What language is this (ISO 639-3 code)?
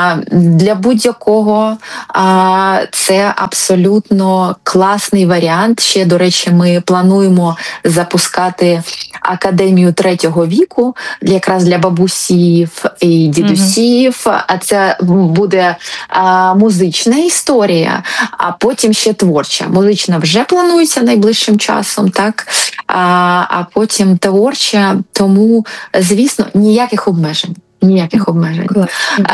ukr